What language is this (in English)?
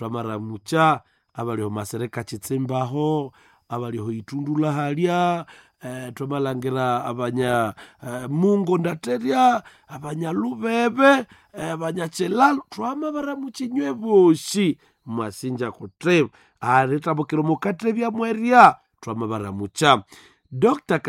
Nande